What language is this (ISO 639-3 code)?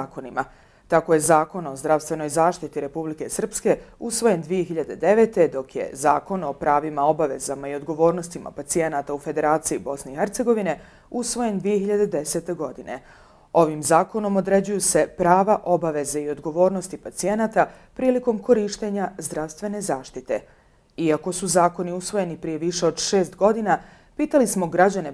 bos